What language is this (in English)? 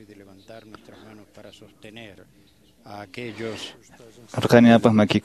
Quechua